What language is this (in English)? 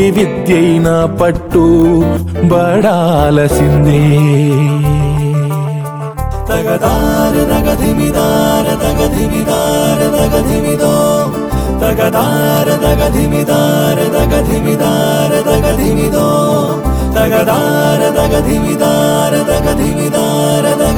Telugu